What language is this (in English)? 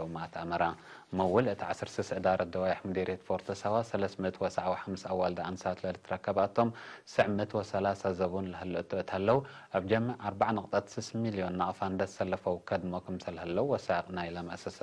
Tigre